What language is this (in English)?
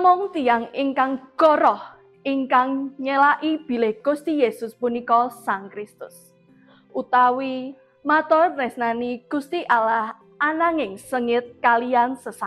Javanese